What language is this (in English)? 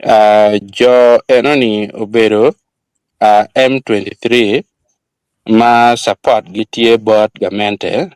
Acoli